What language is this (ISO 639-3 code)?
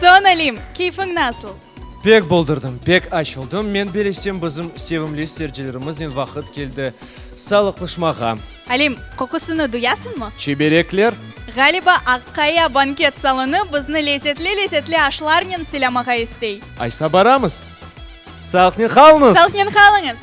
crh